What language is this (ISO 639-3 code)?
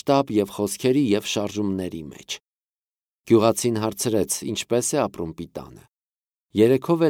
hye